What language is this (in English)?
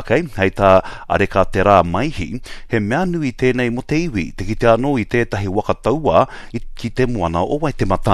Māori